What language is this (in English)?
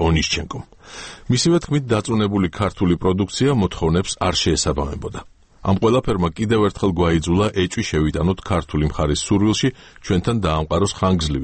Georgian